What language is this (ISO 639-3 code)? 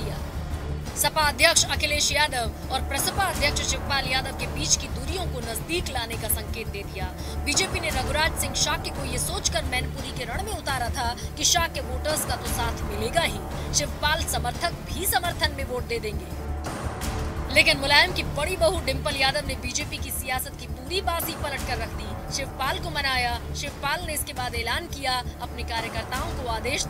hin